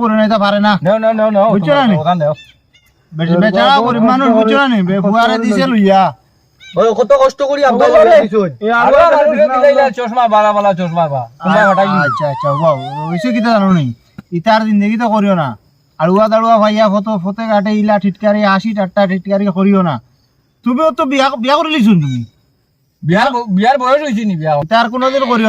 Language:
Sylheti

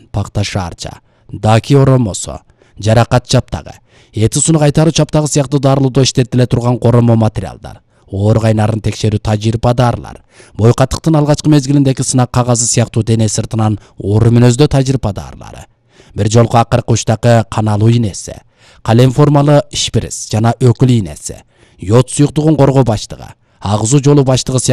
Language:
Kyrgyz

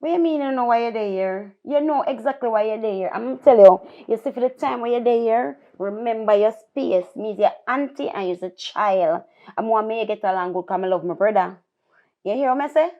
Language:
Jamaican Creole English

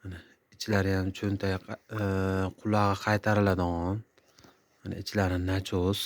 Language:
Uzbek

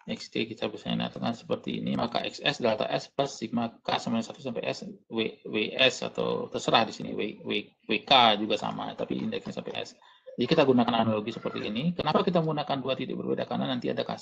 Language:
Indonesian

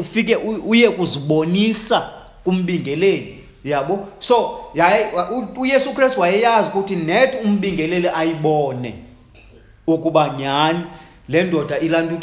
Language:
Xhosa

